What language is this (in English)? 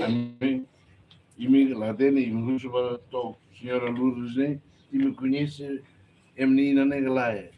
Tetum